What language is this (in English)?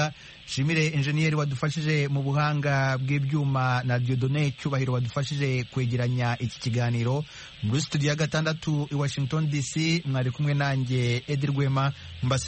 Kinyarwanda